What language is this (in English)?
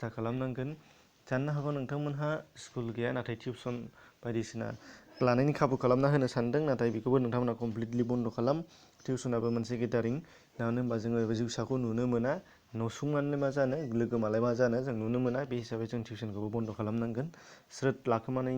Bodo